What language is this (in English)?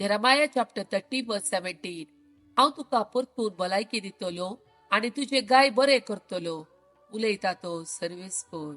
Konkani